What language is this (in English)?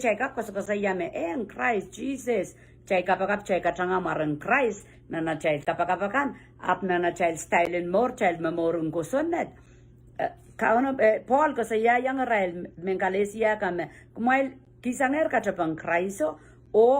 Pohnpeian